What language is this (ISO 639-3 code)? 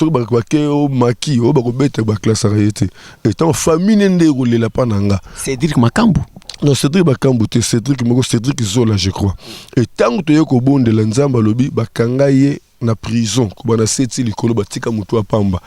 lin